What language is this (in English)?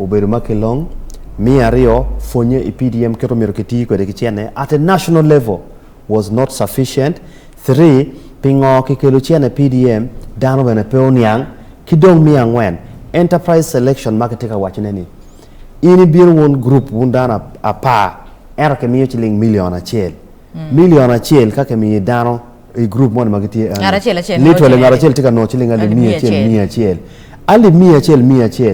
Acoli